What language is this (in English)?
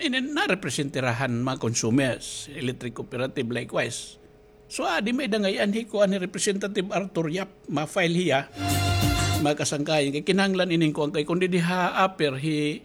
Waray